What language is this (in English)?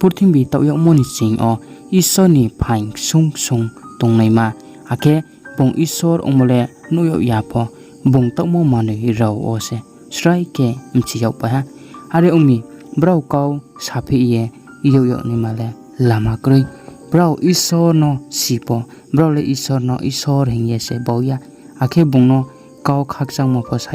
Riang (India)